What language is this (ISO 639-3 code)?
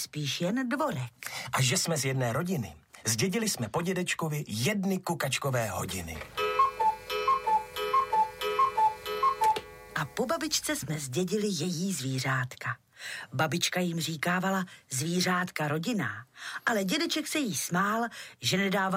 ces